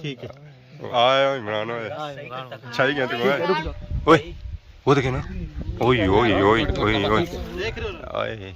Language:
Pahari-Potwari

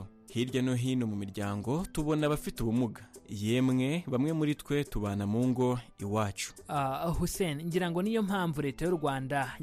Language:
Kinyarwanda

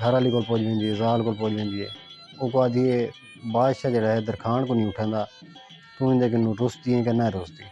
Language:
Saraiki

